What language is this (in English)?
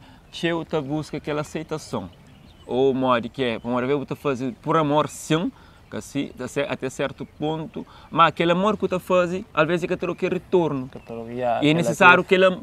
Kabuverdianu